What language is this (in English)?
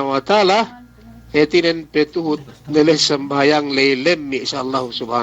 Yakan